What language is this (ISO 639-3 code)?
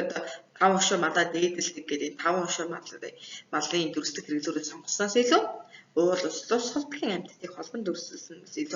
mon